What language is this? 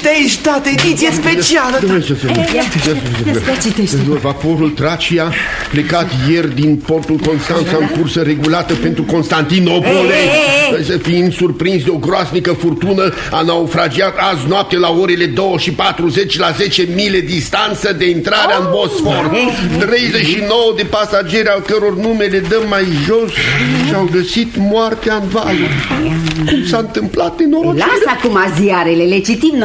Romanian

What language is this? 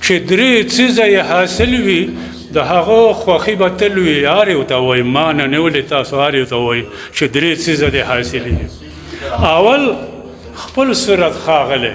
Pashto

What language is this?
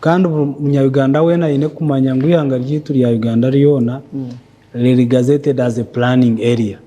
Nyankole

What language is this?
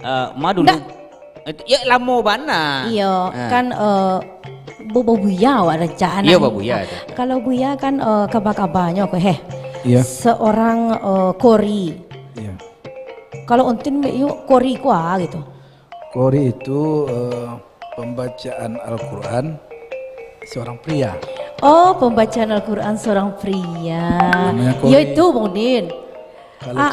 Minangkabau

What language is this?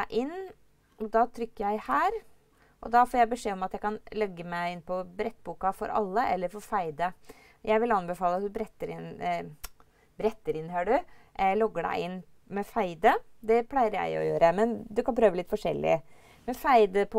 Norwegian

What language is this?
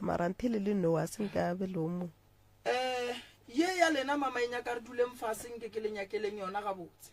Northern Sotho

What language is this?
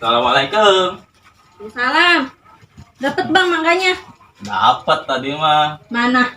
Betawi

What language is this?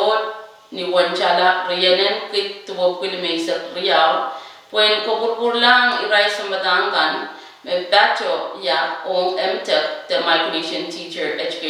Pohnpeian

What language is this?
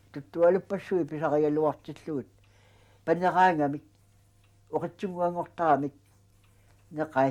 Kalaallisut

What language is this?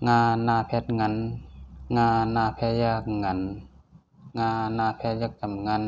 Shan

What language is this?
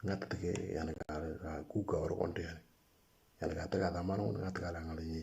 Moro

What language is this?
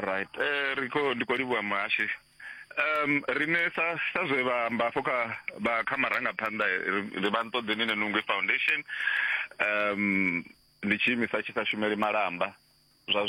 Venda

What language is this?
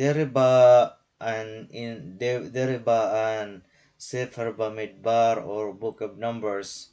Waray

